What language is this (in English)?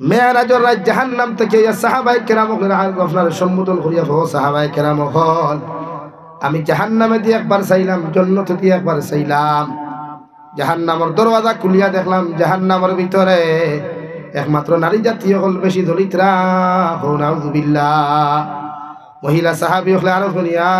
Sylheti